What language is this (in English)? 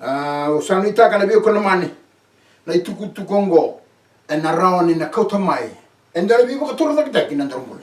Fijian